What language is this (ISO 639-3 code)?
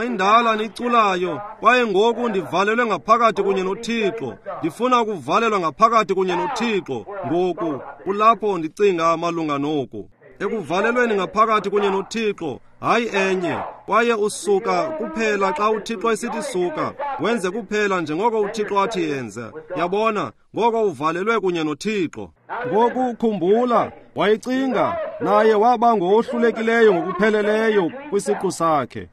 xho